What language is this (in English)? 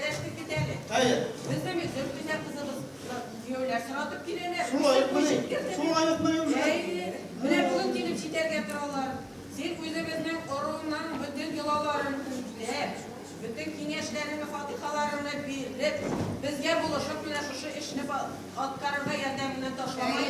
Tatar